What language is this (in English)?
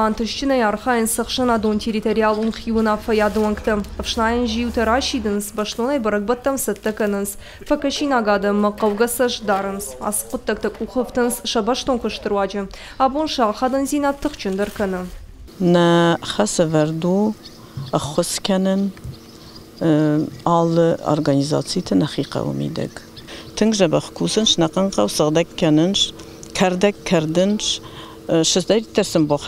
Ossetic